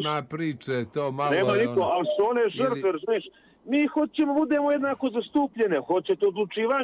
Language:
Bosnian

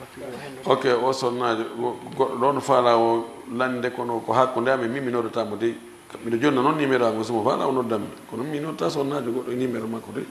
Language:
Fula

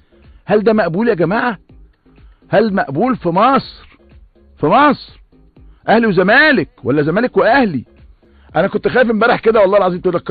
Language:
Egyptian Arabic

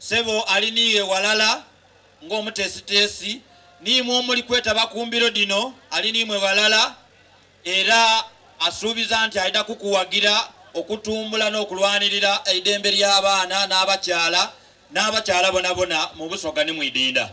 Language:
Soga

